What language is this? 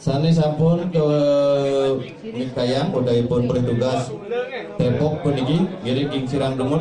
Balinese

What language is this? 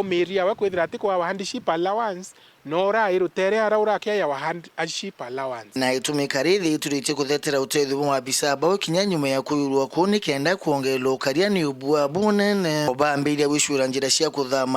Meru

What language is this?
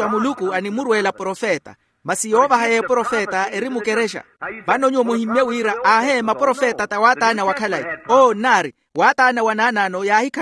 Makhuwa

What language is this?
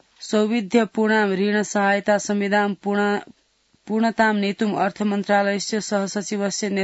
Sanskrit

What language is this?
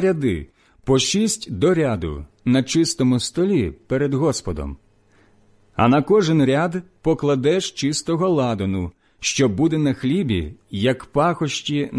Ukrainian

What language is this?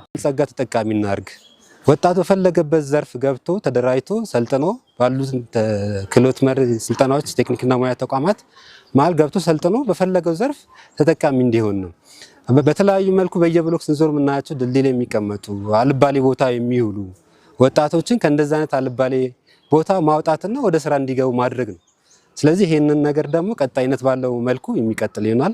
Amharic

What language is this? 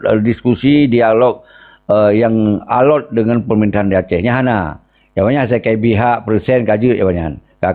Achinese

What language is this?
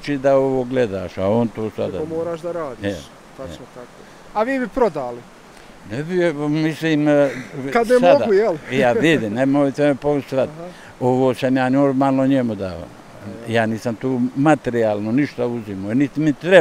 Bosnian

